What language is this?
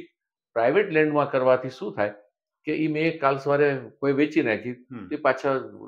Gujarati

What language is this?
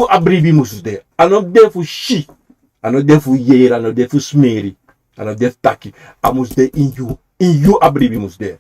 Sranan Tongo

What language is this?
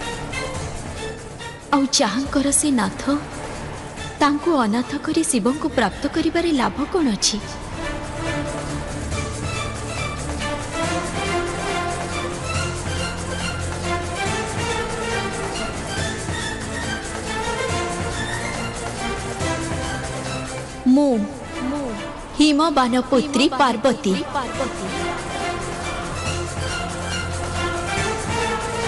Odia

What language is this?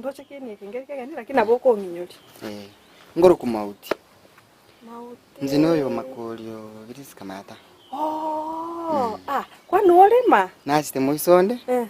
Gusii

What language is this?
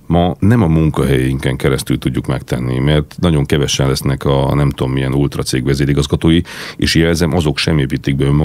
Hungarian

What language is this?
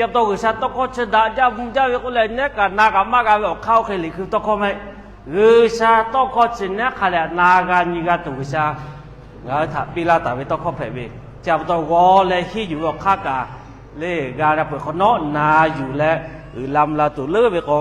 Lahu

